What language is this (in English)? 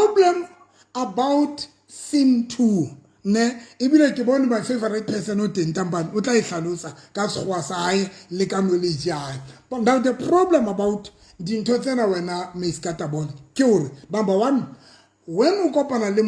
Southern Sotho